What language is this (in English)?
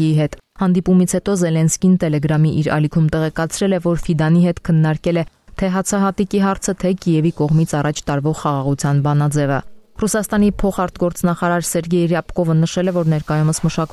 Armenian